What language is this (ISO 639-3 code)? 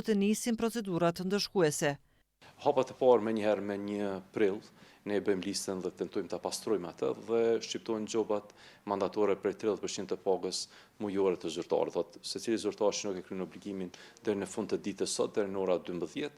sqi